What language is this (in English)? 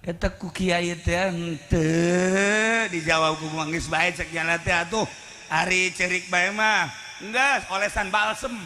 Sundanese